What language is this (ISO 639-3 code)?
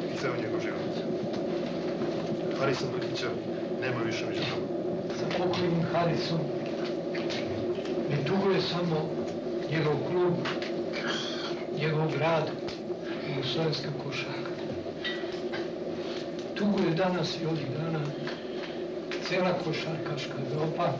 srp